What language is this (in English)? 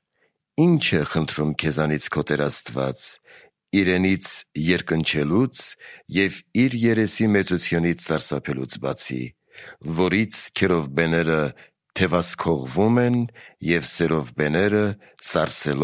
Armenian